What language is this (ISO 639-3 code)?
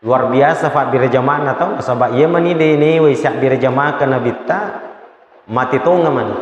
bug